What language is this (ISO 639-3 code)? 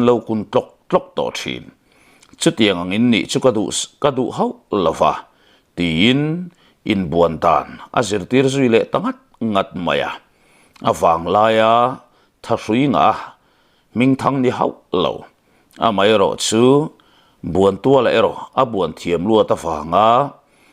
lus